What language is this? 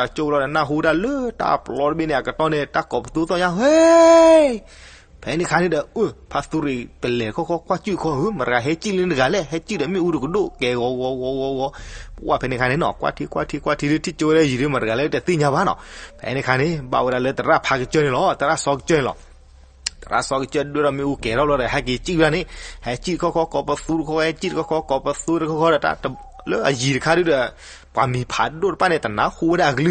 S'gaw Karen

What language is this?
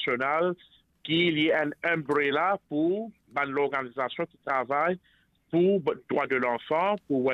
Morisyen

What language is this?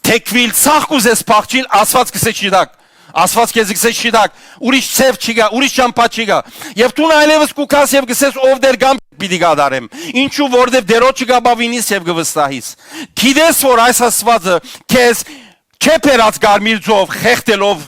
Western Armenian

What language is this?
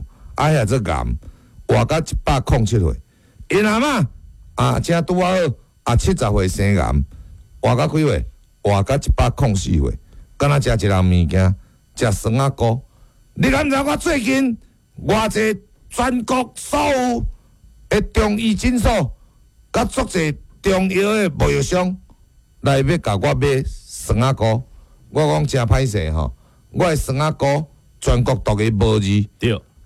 Min Nan Chinese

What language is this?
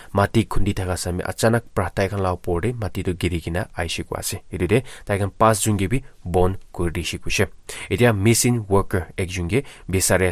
Naga Pidgin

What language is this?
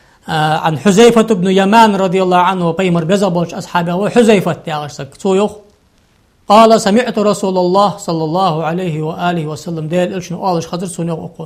Ingush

